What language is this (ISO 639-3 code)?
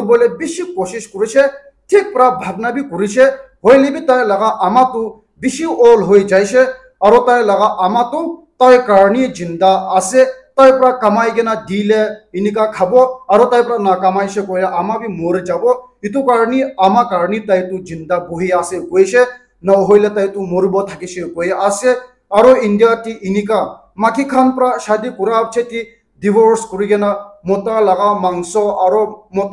nag